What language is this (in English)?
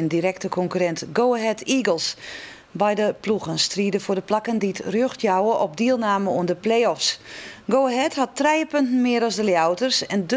Western Frisian